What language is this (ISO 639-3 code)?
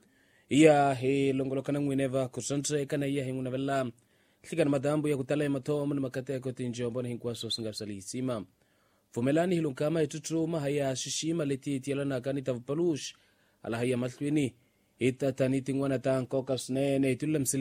tso